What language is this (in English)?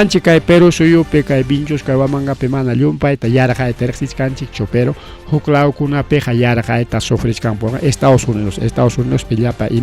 Ayacucho Quechua